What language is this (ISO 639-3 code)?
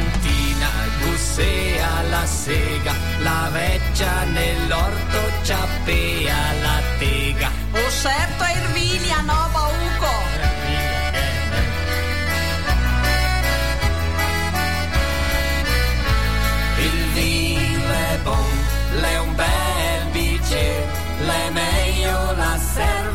ita